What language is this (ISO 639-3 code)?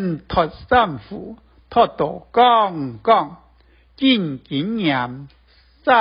hak